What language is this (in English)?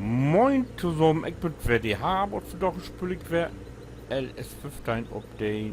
Low German